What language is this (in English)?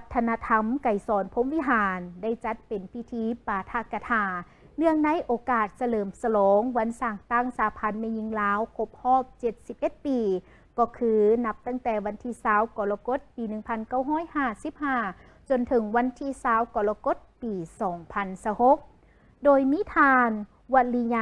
Lao